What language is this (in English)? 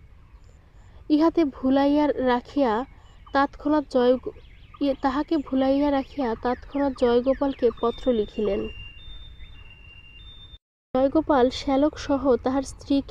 Bangla